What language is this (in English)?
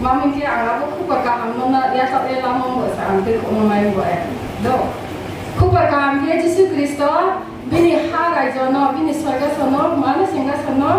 Riang (India)